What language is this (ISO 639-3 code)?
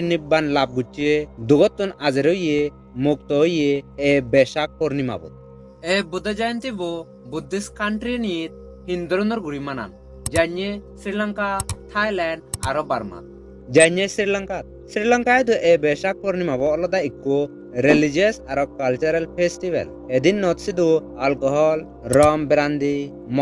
ccp